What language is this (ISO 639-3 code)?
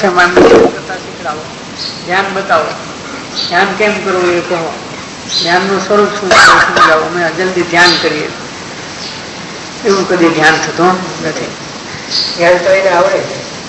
guj